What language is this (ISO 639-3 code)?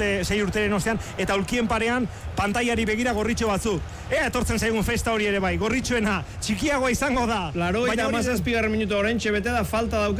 eus